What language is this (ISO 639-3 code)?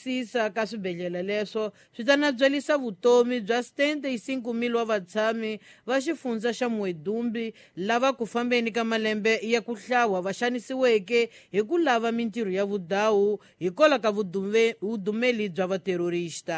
tso